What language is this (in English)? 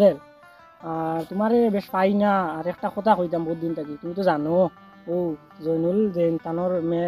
Sylheti